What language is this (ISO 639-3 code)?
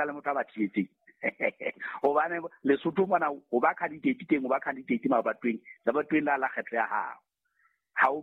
sot